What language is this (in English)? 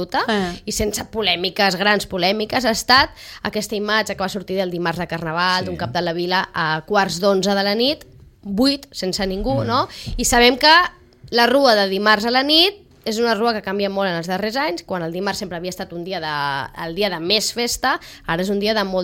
Catalan